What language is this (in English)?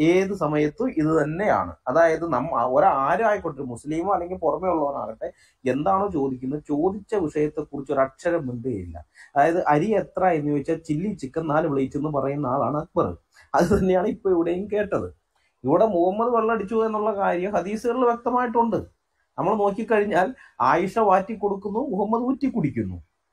Malayalam